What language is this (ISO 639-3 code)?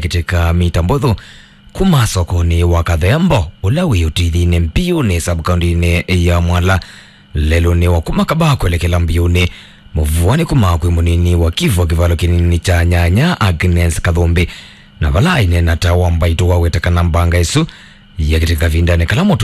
kam